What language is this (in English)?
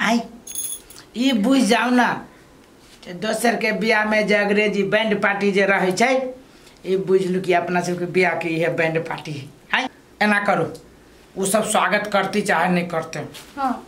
Maithili